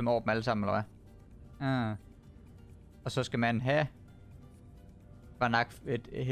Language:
Danish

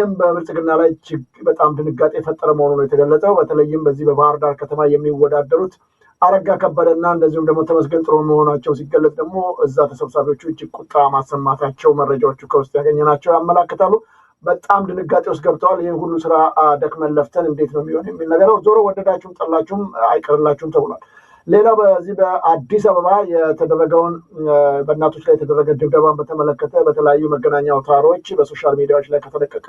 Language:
Amharic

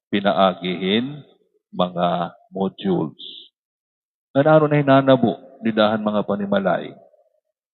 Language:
Waray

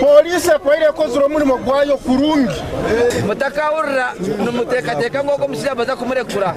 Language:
Nyankole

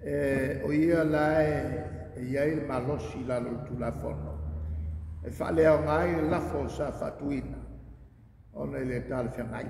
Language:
Samoan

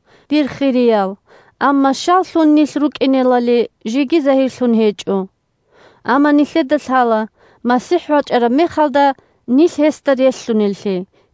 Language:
Avaric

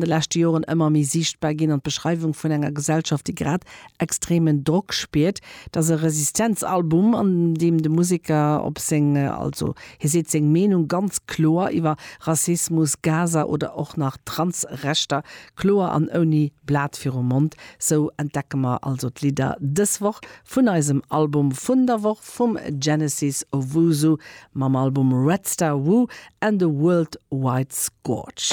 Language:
Luxembourgish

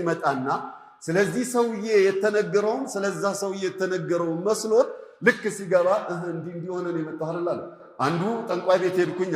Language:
Amharic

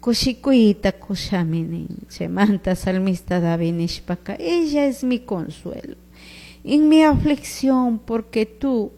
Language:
Chimborazo Highland Quichua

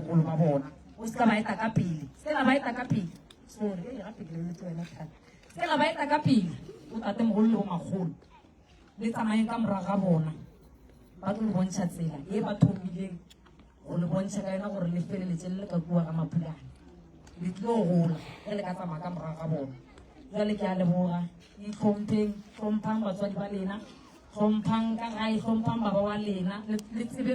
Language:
Northern Sotho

